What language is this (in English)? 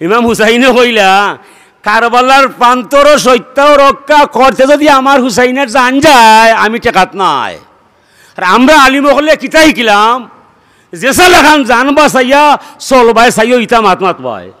Sylheti